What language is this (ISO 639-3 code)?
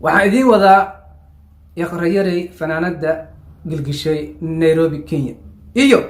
som